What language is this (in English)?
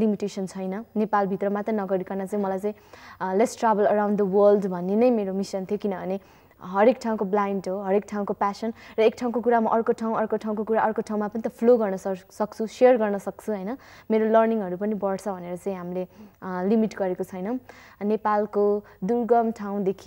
Nepali